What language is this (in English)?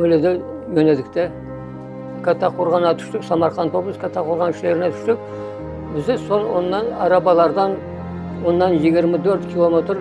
Crimean Tatar